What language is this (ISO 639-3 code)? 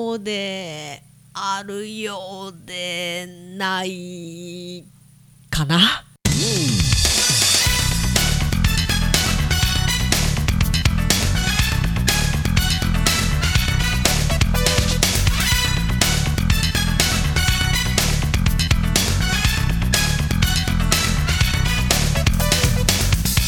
jpn